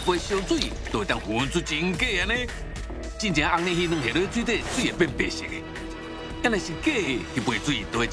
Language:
Min Nan Chinese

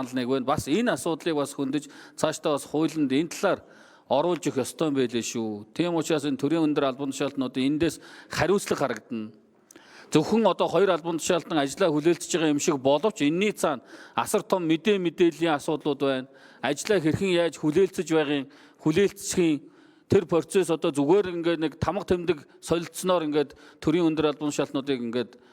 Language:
Mongolian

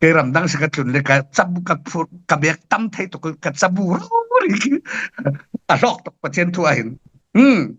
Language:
Falam Chin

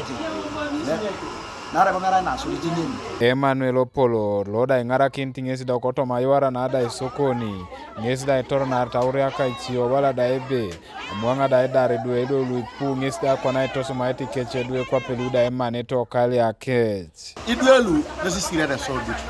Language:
Teso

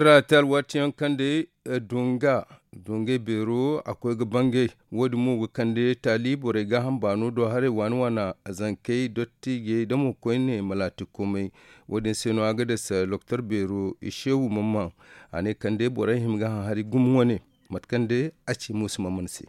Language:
Zarma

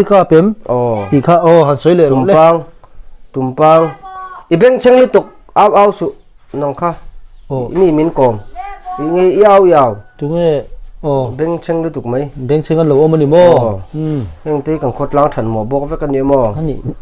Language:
Mizo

